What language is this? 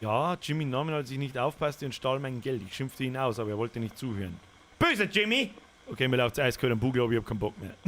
Bavarian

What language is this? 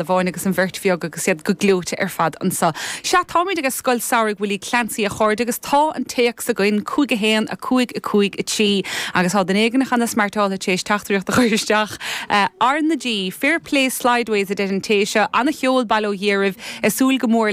Irish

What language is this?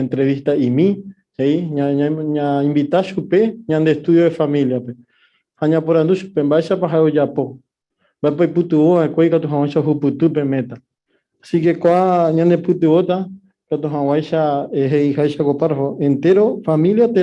Guarani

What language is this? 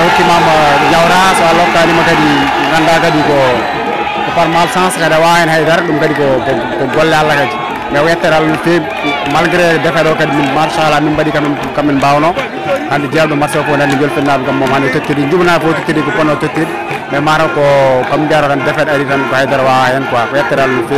Fula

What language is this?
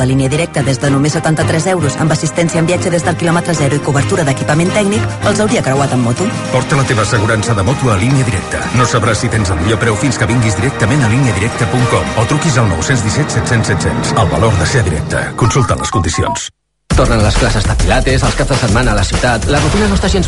Catalan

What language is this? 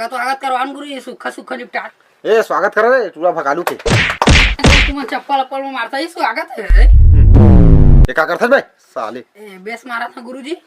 Chhattisgarhi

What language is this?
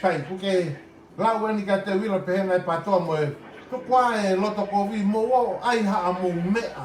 Tongan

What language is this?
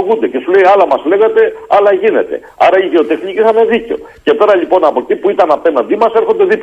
Greek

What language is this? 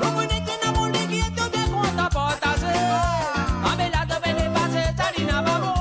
Morisyen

